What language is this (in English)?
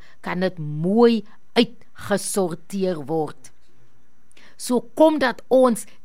Afrikaans